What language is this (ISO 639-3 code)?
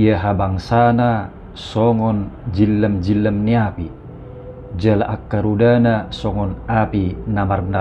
bbc